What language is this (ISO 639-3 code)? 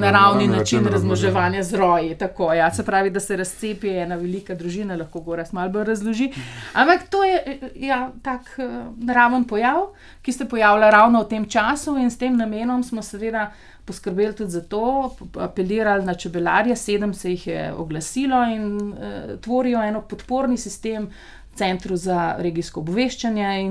slv